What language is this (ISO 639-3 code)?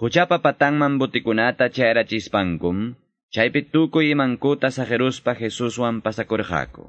que